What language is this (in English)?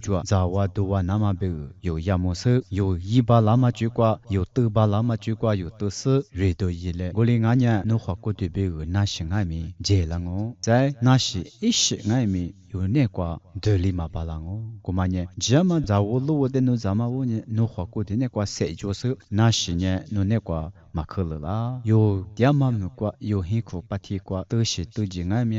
Lisu